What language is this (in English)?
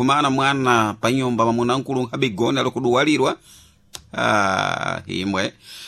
Sena